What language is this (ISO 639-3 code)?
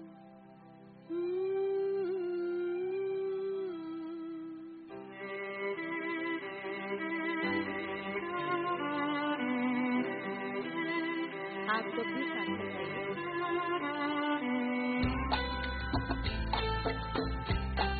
hin